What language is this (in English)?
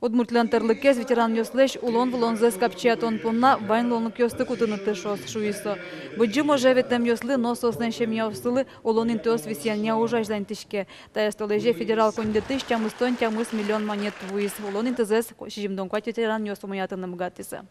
Udmurt